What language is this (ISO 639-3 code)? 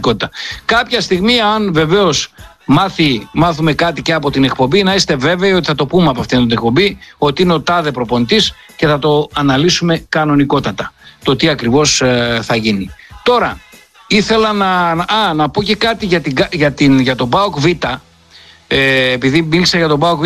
ell